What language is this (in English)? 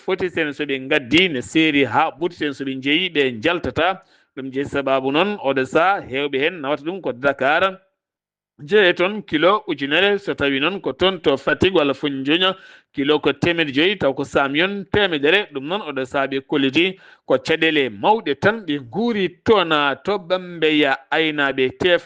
Fula